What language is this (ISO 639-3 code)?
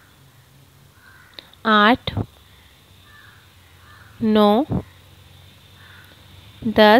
hin